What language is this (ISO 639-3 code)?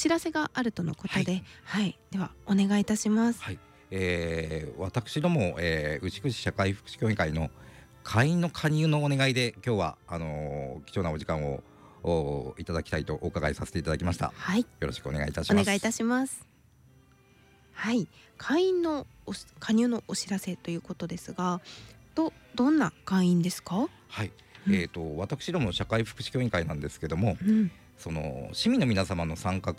jpn